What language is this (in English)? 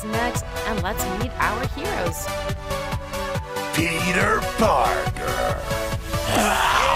English